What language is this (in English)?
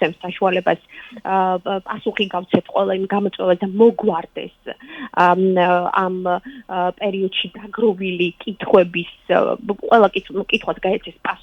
Georgian